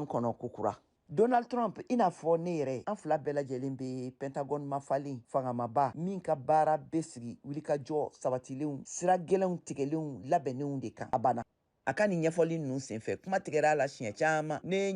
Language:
Bambara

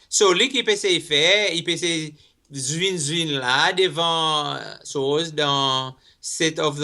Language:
Seselwa Creole French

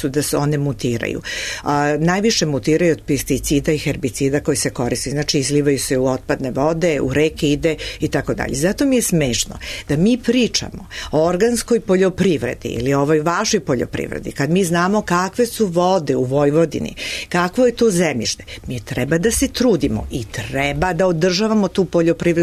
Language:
Serbian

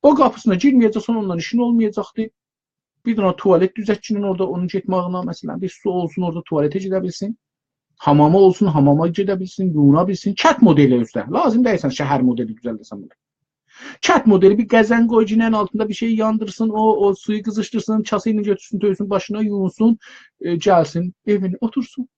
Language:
South Azerbaijani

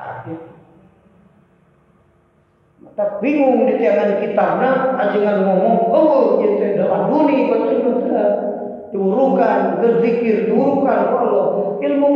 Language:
Sundanese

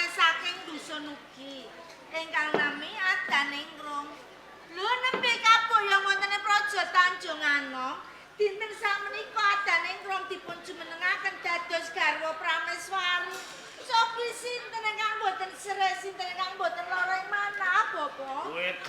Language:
Javanese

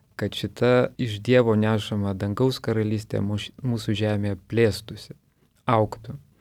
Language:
Lithuanian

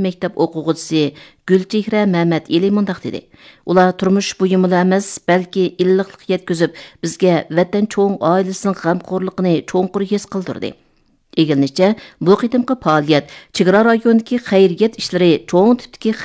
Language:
Uyghur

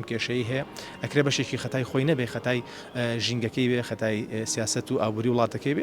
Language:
Central Kurdish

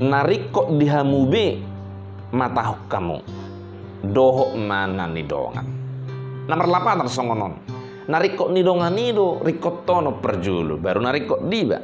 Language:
Batak Toba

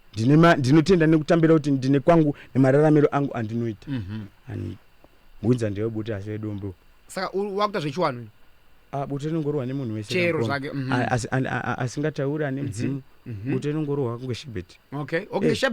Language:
Shona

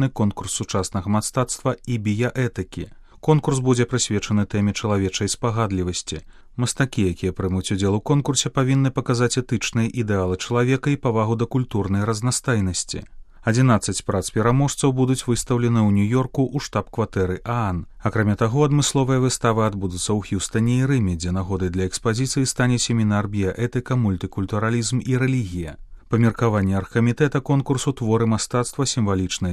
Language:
Belarusian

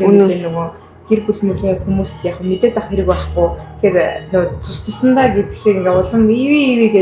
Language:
Mongolian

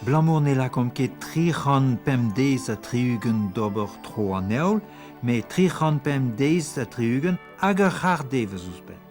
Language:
Breton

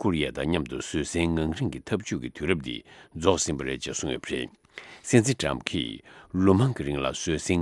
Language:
Tibetan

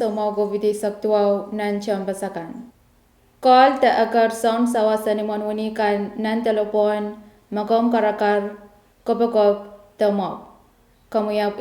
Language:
Pohnpeian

